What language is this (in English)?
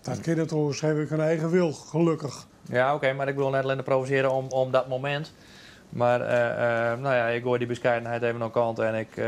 Western Frisian